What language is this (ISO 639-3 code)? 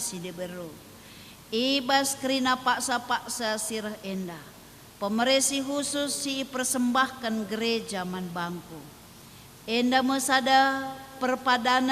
btx